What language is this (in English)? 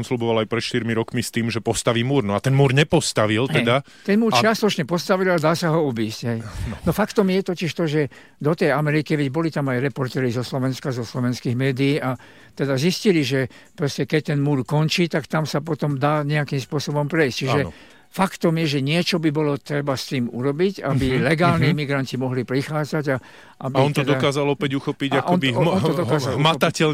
Slovak